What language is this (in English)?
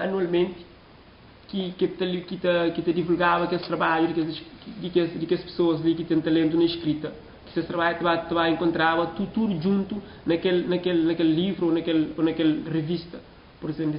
Kabuverdianu